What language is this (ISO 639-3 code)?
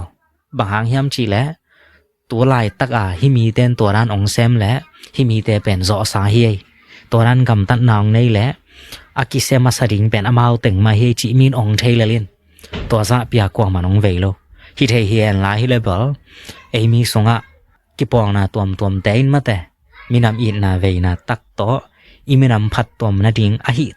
ctd